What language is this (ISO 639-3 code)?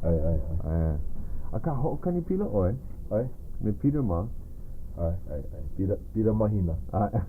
haw